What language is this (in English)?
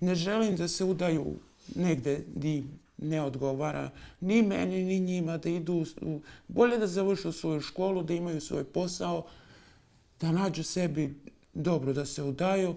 Bosnian